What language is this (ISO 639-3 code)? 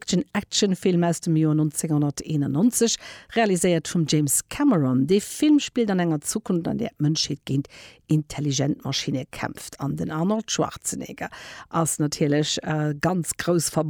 ltz